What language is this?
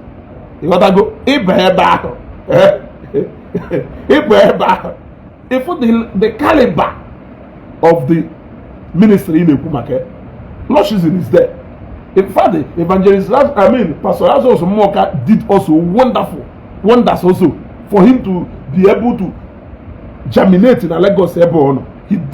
Igbo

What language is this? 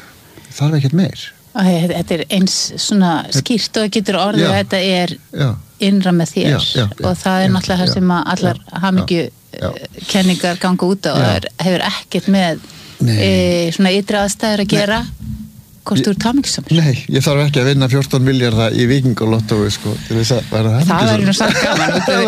Icelandic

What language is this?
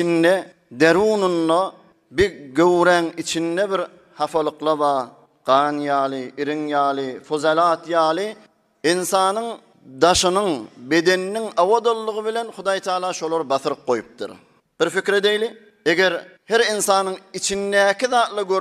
Turkmen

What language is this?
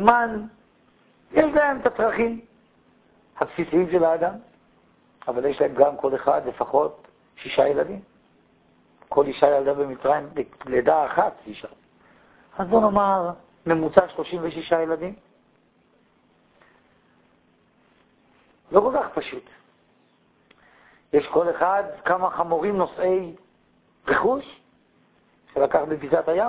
Hebrew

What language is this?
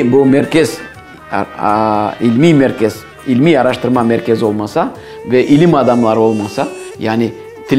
Crimean Tatar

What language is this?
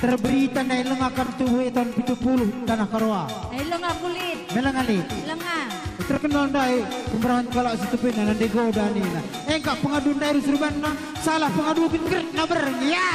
Batak Karo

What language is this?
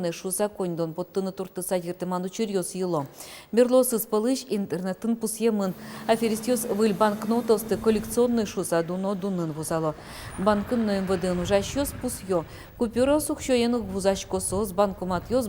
Udmurt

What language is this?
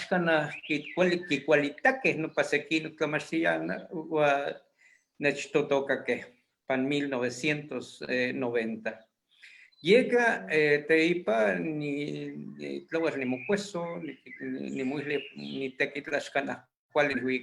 Eastern Huasteca Nahuatl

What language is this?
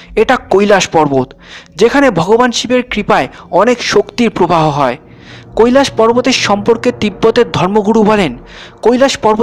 Bangla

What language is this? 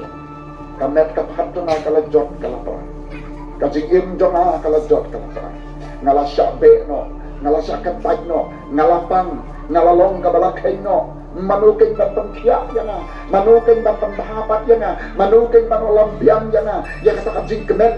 Khasi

